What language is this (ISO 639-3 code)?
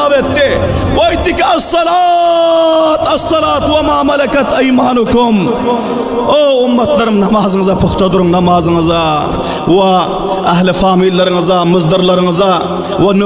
tuk